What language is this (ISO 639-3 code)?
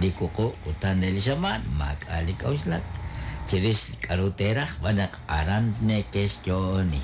kek